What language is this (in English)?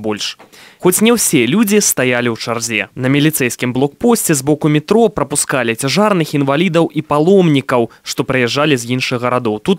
Belarusian